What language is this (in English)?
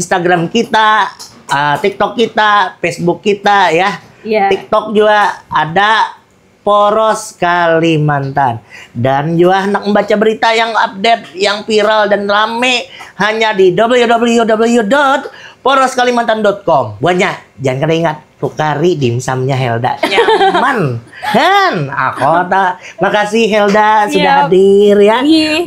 Banjar